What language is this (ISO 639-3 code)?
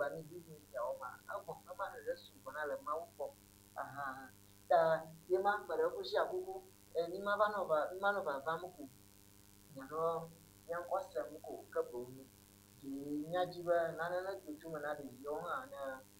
ewe